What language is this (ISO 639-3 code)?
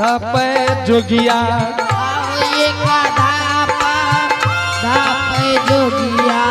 anp